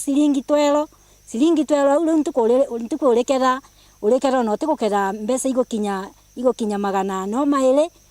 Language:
Meru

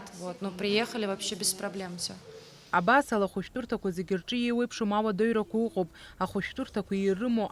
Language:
Abkhazian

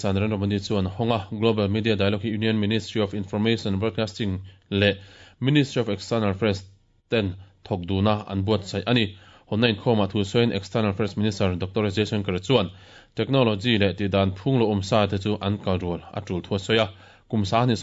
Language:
Mizo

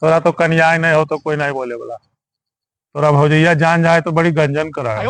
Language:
Magahi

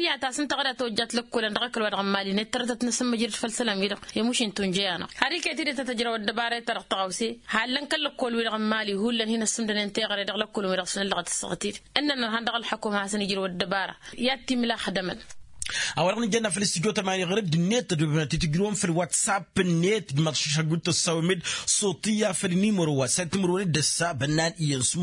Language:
Tamasheq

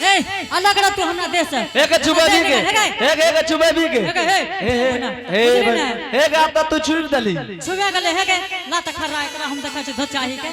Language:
Angika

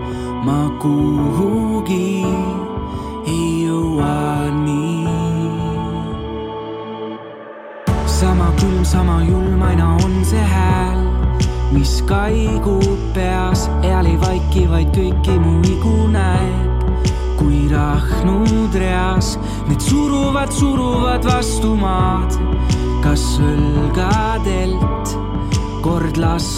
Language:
Estonian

